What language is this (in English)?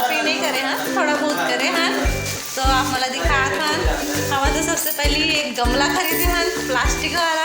Chhattisgarhi